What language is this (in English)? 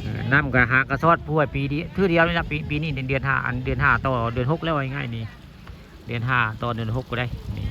Northeastern Thai